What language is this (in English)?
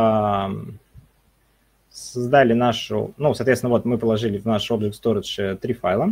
Russian